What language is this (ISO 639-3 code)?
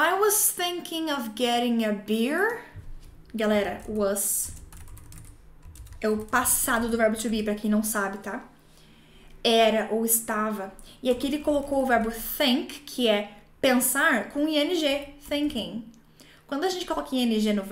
por